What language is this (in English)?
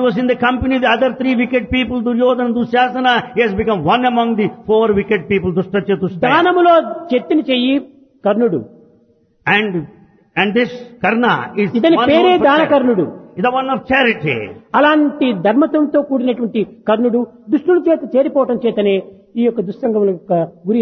Telugu